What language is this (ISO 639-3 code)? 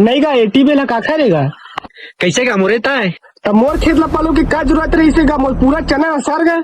hne